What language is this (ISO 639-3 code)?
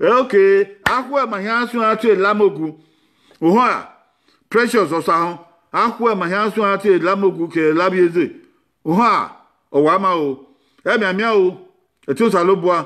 bin